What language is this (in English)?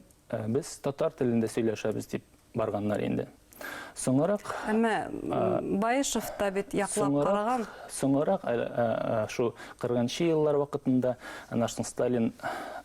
Bashkir